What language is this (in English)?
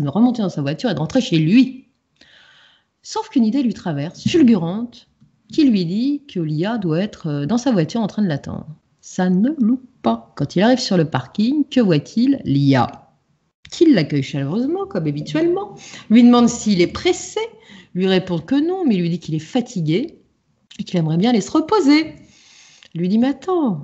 French